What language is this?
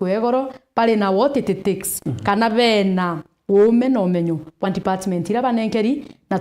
Meru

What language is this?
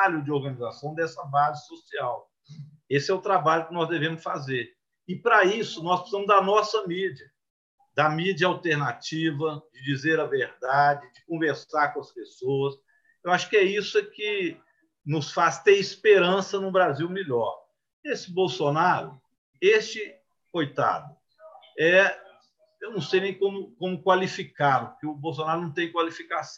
Portuguese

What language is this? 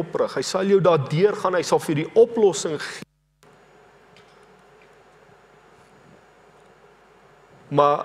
Afrikaans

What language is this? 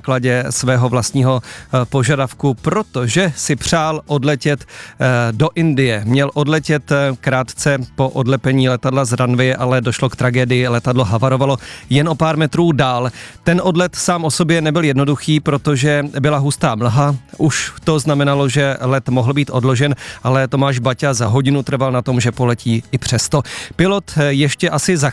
Czech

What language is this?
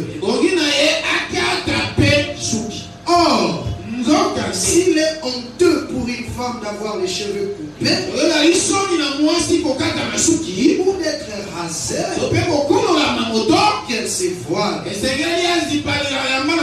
French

